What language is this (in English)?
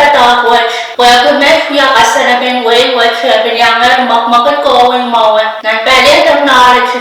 Pohnpeian